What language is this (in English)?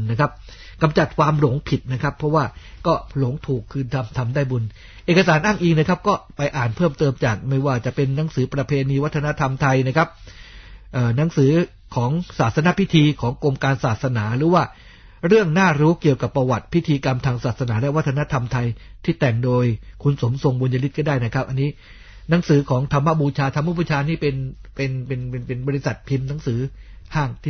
Thai